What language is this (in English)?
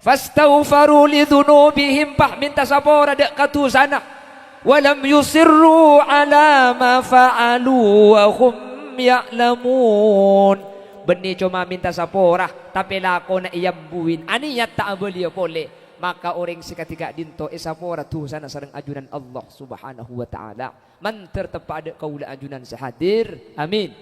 Madurese